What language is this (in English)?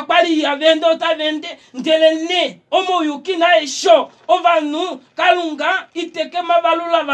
Kuanyama